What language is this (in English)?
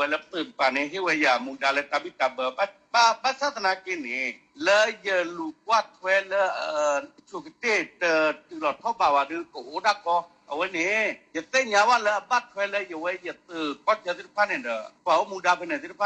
S'gaw Karen